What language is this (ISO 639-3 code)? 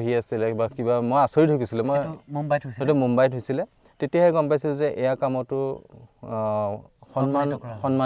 asm